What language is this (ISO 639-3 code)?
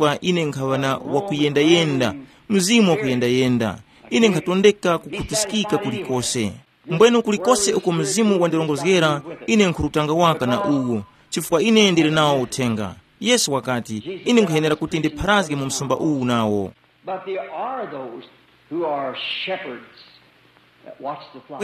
tum